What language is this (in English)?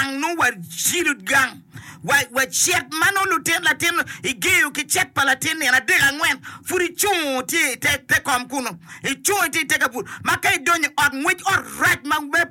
Acoli